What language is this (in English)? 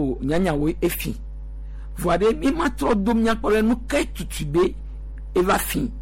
Gen